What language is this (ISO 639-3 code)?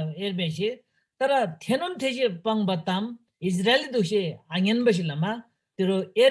taj